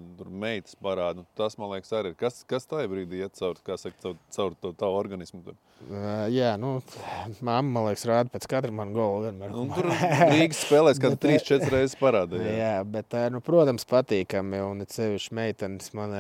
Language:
Latvian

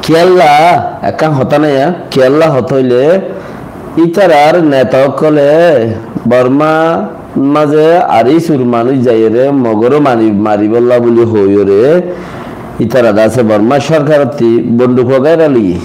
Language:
Rohingya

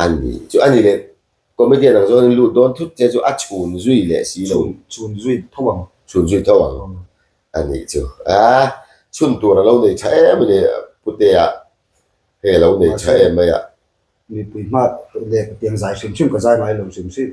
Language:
Mizo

